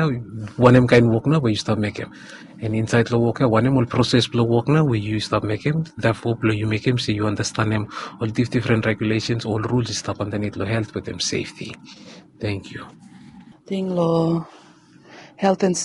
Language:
Bislama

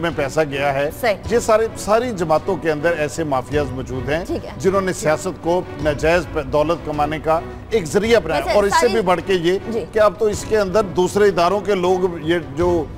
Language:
Urdu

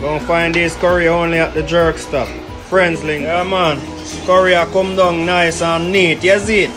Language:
Jamaican Creole English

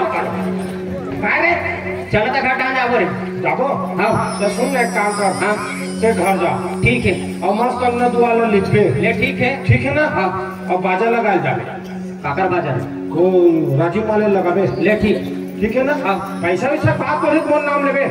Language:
Chhattisgarhi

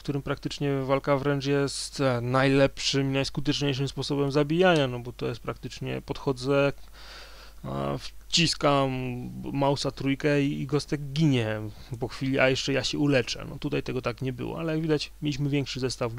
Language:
Polish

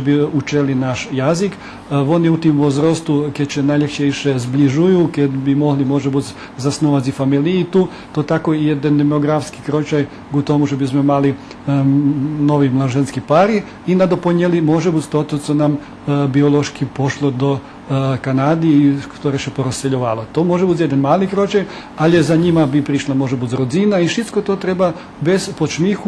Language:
Rusyn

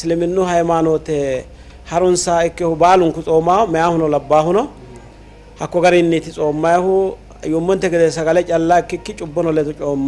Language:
Sidamo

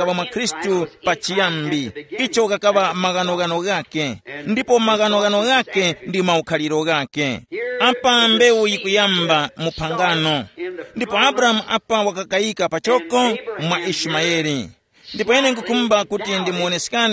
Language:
Tumbuka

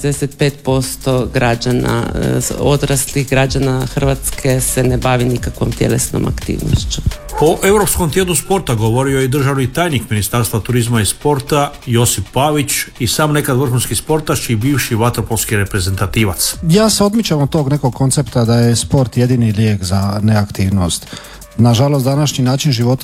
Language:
Croatian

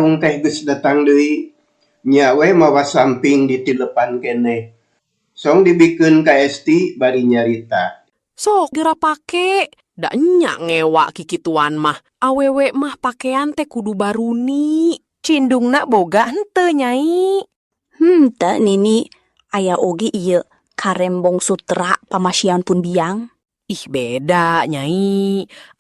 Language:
Sundanese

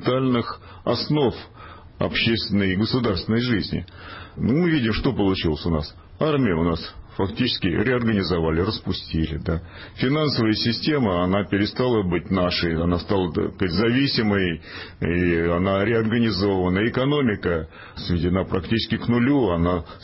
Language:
Russian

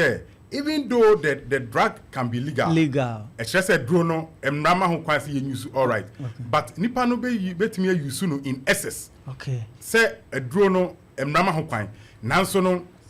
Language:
Akan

